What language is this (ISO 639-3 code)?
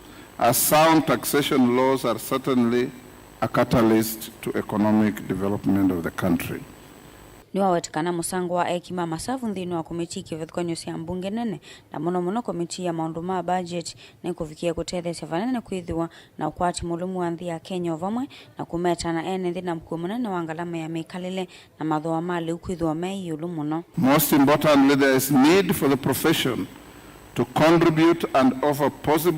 kam